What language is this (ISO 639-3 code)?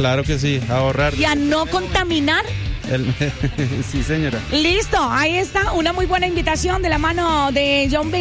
spa